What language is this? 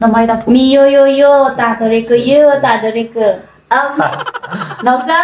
Manipuri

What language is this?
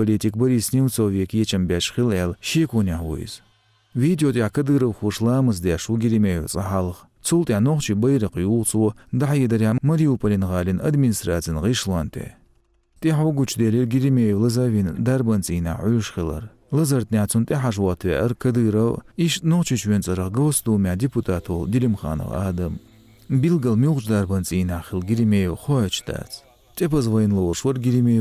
Chechen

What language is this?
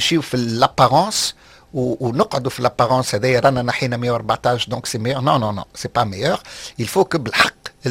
Tunisian Arabic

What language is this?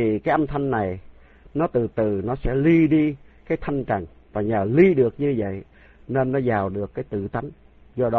Vietnamese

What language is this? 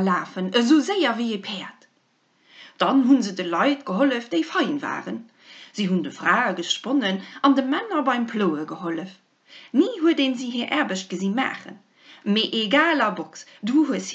Luxembourgish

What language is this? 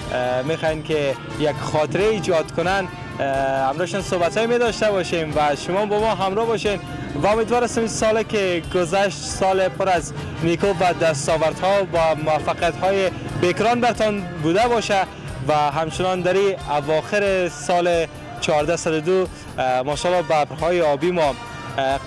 Persian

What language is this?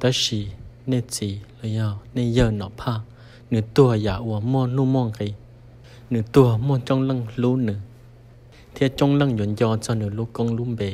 Hmong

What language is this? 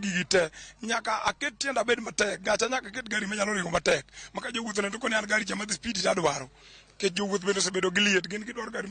Luo (Kenya and Tanzania)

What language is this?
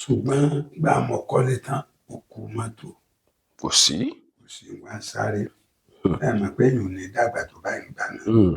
Yoruba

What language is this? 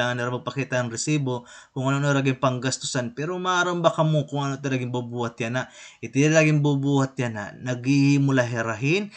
Waray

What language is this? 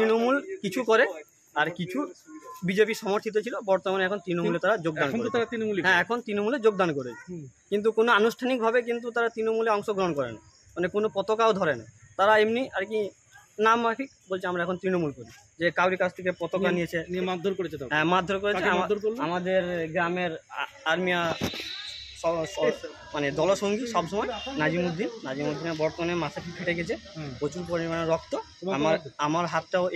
Bangla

